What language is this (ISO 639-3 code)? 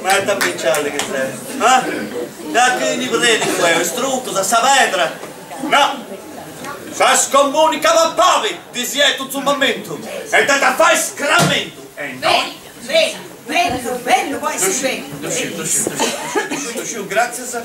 srd